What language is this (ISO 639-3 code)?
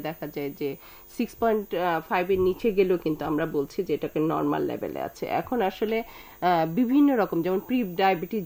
ben